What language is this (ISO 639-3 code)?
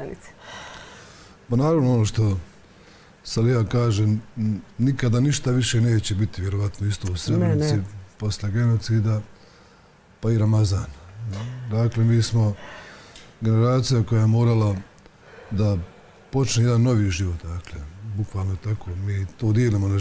bos